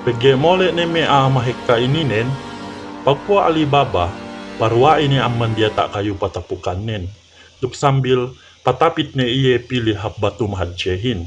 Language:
Yakan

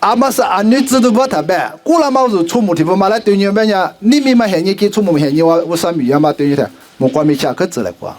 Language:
Lisu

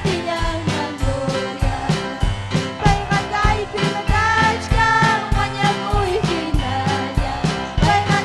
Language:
Ayacucho Quechua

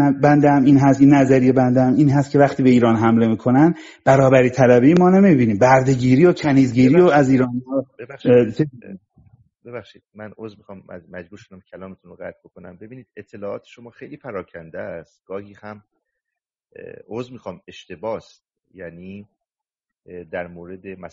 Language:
Persian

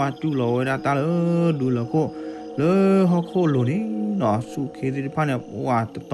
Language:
S'gaw Karen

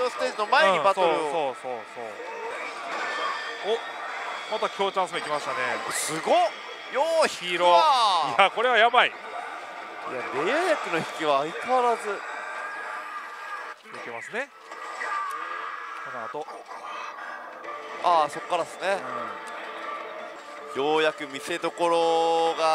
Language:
Japanese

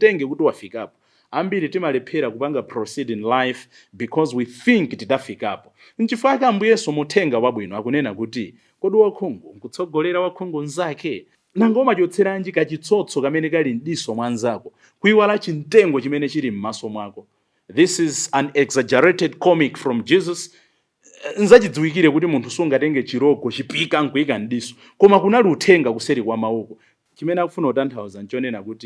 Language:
Nyanja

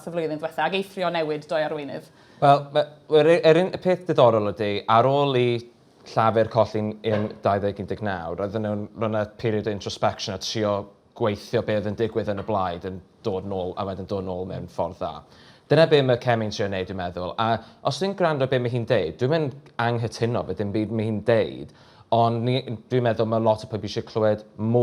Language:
Welsh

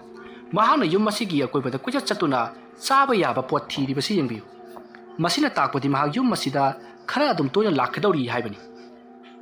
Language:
Manipuri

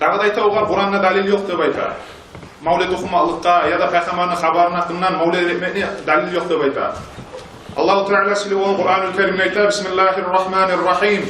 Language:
Kumyk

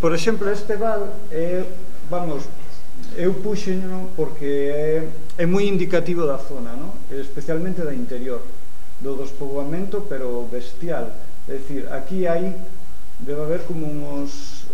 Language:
Galician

